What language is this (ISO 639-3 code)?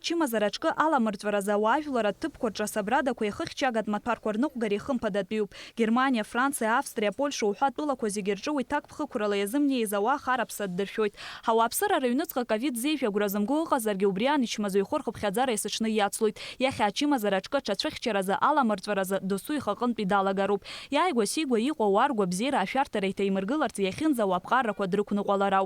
abk